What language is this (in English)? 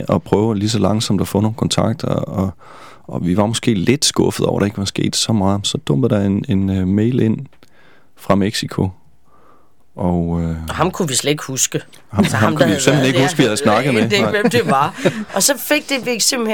Danish